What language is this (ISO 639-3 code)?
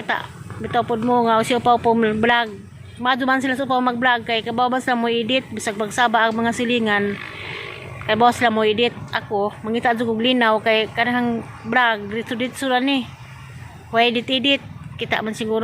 ceb